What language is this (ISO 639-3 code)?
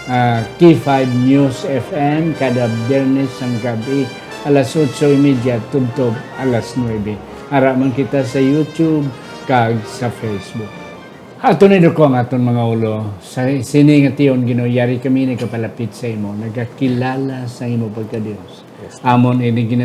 hil